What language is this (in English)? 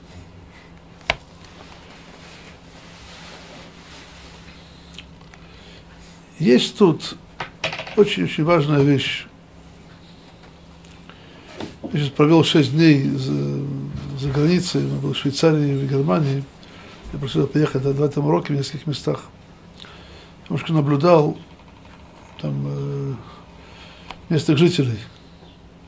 Russian